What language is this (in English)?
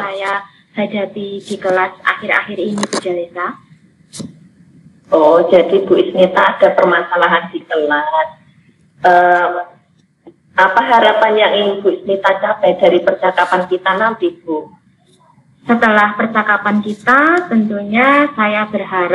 Indonesian